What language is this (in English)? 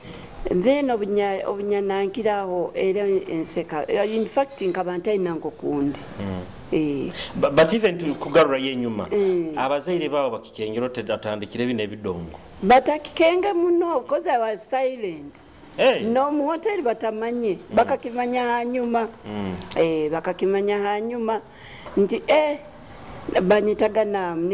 Nyoro